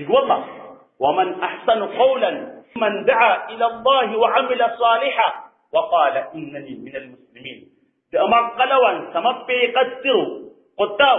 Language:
Maranao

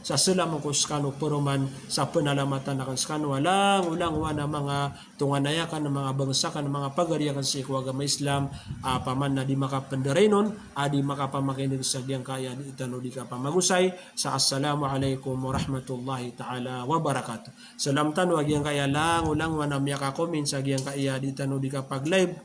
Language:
Maranao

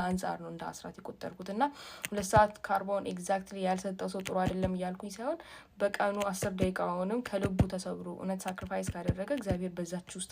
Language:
Amharic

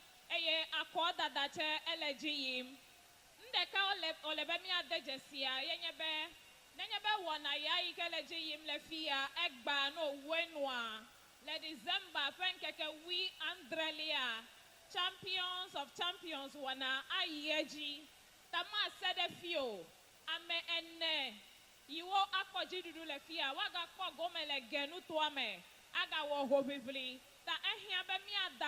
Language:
Ewe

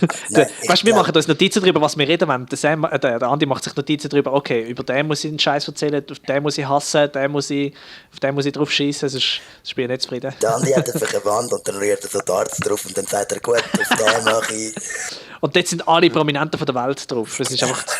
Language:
Swiss German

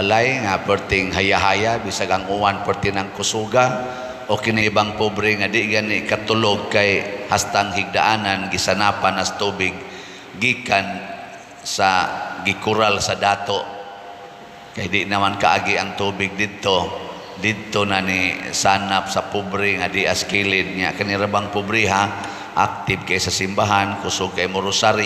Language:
Cebuano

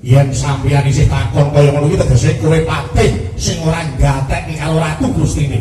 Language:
Javanese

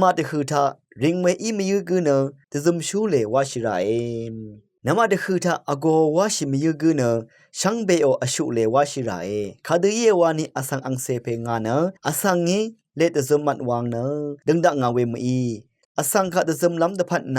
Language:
Rawang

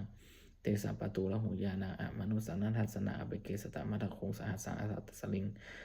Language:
Pali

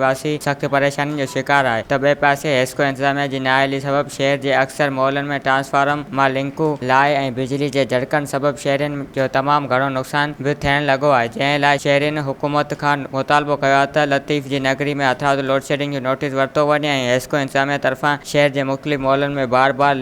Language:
Sindhi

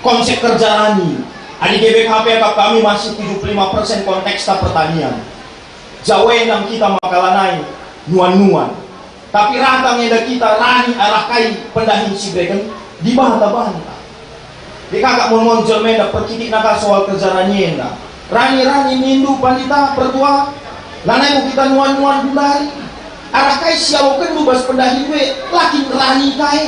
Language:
Batak Karo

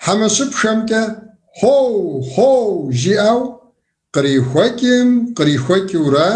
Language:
Kabardian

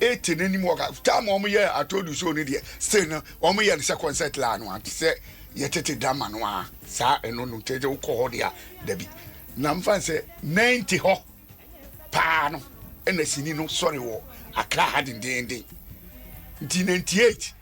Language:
Akan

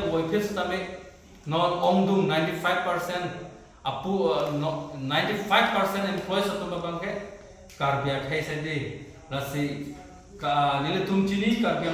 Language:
Karbi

